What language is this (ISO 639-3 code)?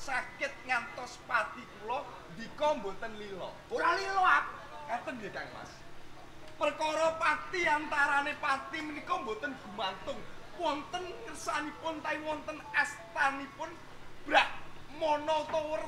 jav